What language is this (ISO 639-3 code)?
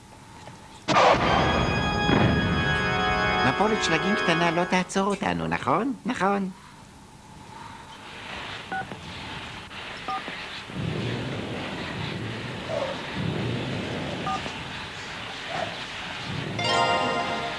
heb